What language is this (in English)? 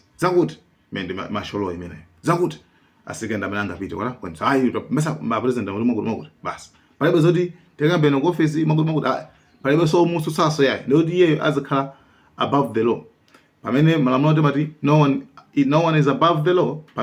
Nyanja